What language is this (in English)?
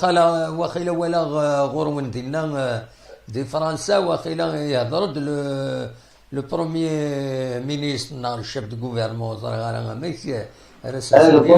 Kabyle